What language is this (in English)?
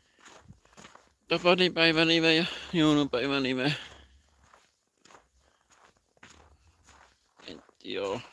Finnish